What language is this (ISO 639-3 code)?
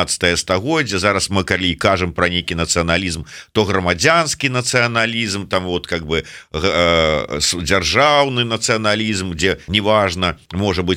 bel